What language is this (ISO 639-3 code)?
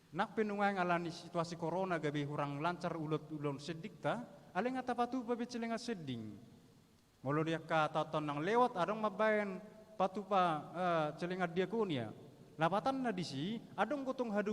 bbc